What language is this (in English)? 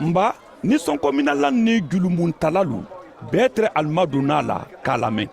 Mandingo